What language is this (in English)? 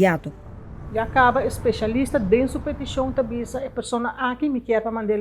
Papiamento